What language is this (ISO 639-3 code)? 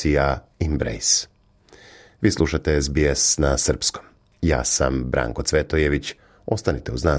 srp